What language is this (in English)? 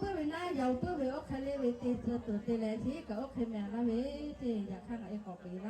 Lahu